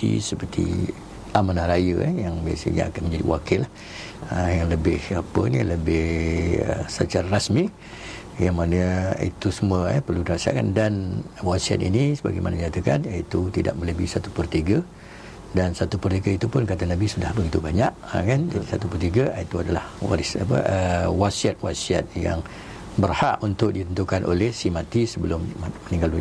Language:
Malay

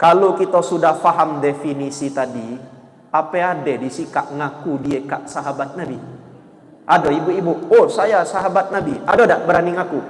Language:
Musi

